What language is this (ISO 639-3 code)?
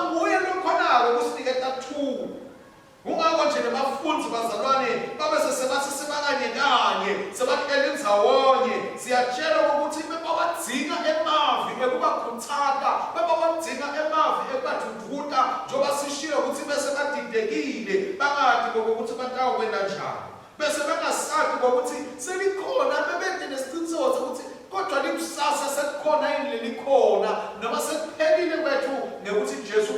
ssw